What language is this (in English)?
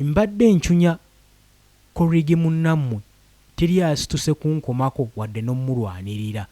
Ganda